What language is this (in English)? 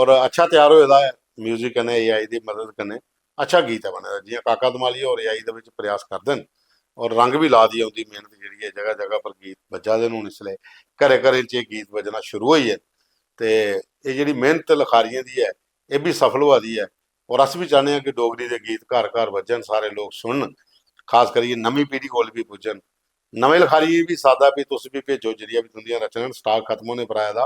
Dogri